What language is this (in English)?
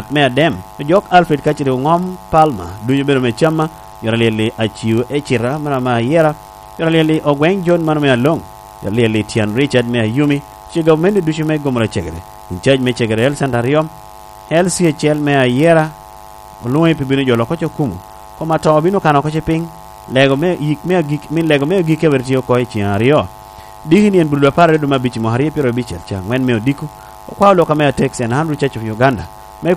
Lango (Uganda)